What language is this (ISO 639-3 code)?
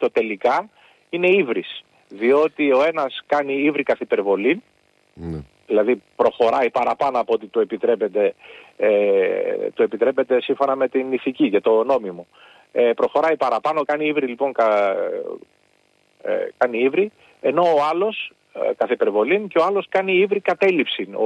ell